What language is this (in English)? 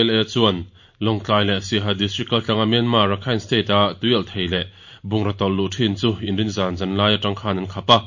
Mizo